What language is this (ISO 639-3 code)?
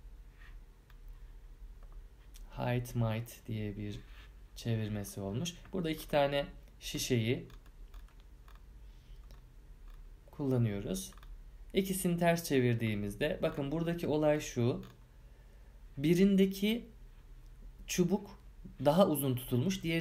tur